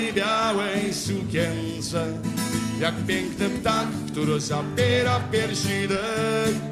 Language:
Polish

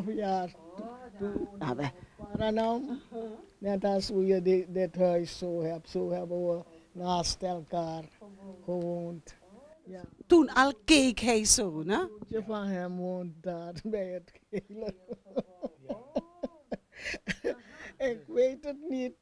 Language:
Dutch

